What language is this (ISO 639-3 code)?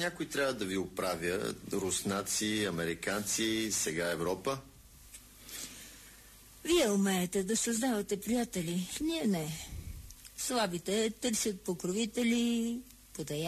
bul